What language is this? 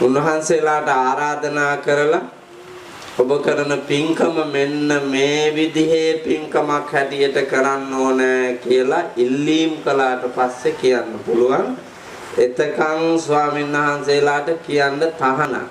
Sinhala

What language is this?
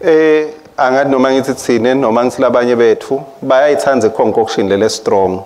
Swati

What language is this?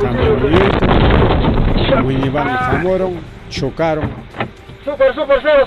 Ayacucho Quechua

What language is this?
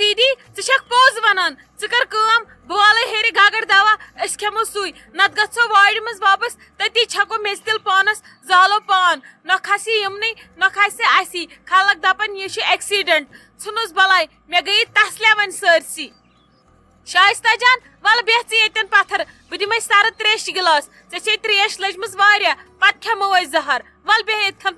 Kashmiri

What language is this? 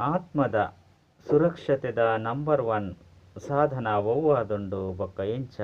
Tulu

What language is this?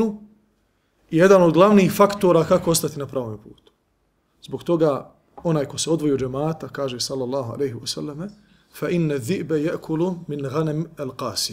Bosnian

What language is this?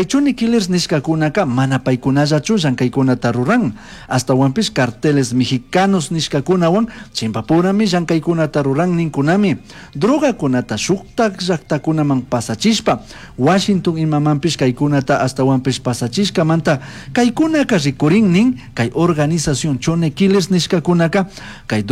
Chimborazo Highland Quichua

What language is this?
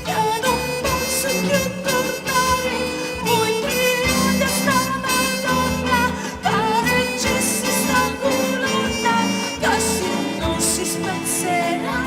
Sicilian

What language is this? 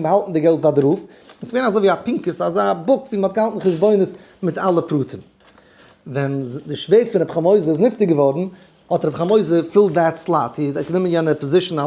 Yiddish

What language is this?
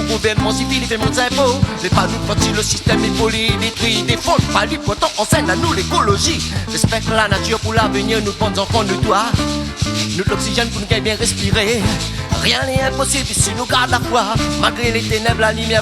Réunion Creole French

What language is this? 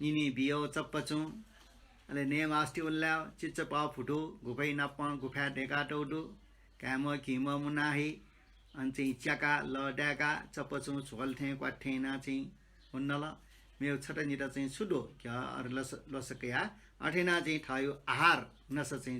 Newari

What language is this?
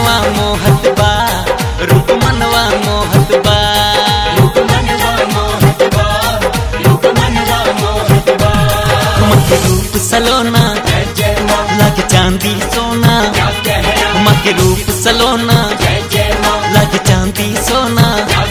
Bhojpuri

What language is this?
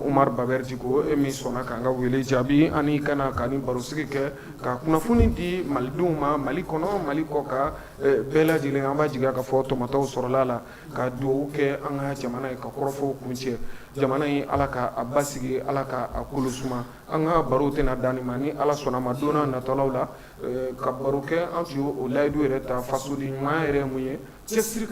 Bambara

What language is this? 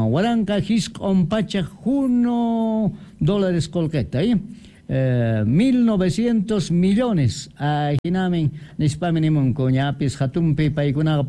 Quechua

